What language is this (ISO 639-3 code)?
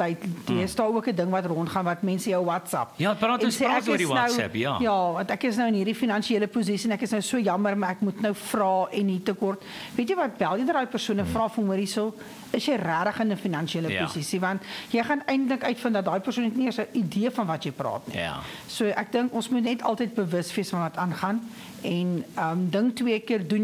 afr